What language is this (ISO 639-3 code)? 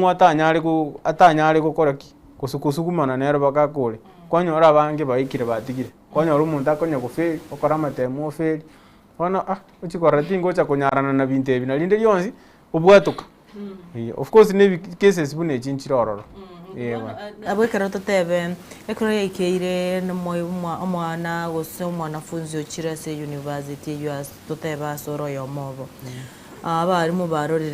guz